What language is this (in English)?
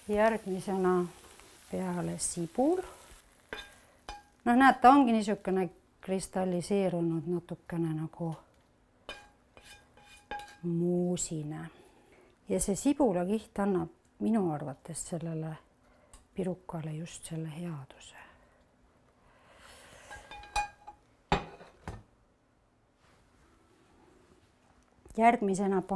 Estonian